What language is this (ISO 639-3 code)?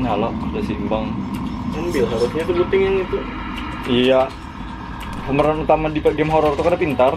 bjn